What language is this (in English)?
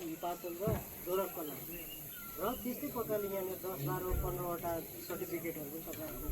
Nepali